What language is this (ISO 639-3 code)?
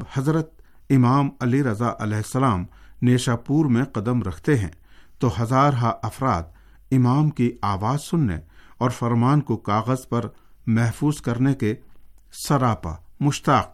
urd